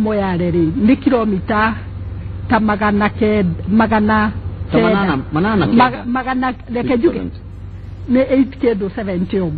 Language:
Kikuyu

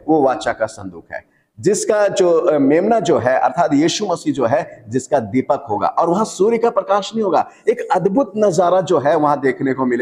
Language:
Hindi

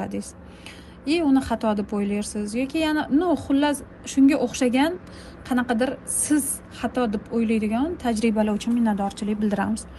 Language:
Uzbek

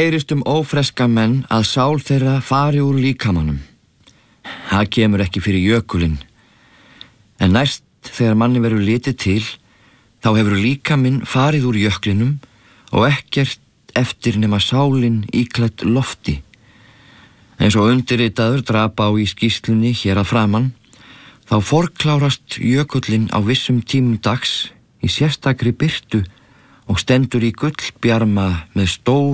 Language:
Icelandic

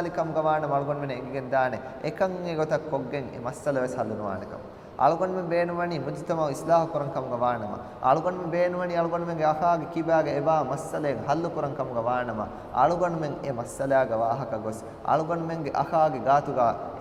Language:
Divehi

